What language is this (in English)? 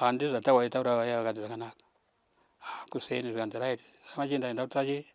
Shona